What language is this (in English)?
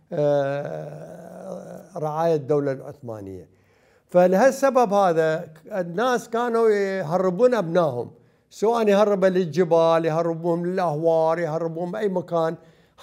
Mesopotamian Arabic